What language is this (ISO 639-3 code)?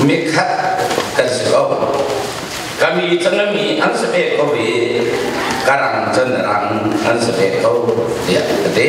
cnh